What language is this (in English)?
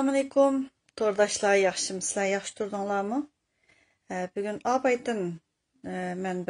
Uyghur